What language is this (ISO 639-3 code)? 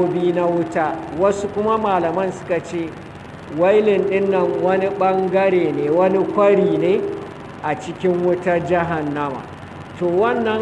hau